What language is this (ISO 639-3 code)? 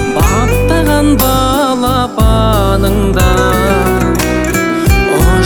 kaz